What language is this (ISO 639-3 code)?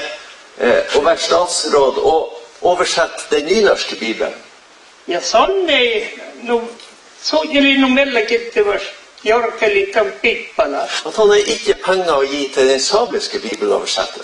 nor